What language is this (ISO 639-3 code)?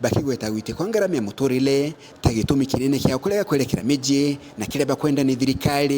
mer